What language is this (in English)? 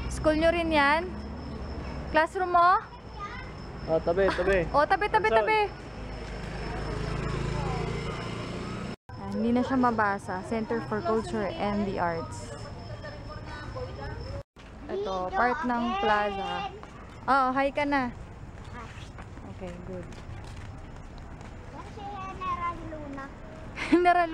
Filipino